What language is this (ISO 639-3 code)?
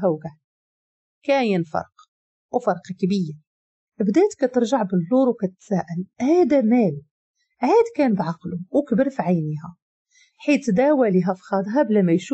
ary